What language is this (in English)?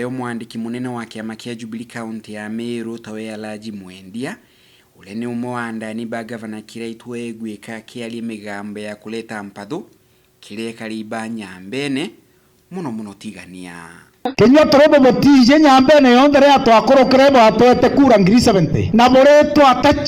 Meru